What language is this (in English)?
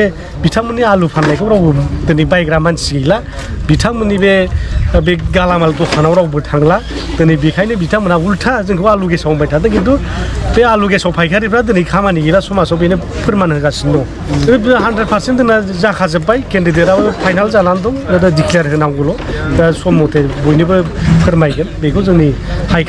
Bodo